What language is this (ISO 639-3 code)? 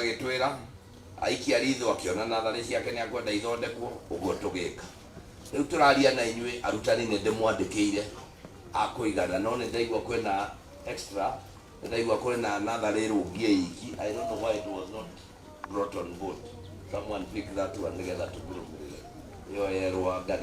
kik